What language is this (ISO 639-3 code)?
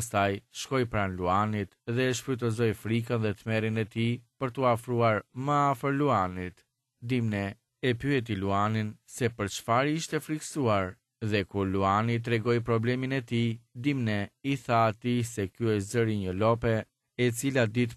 sqi